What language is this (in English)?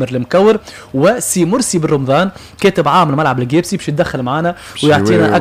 Tunisian Arabic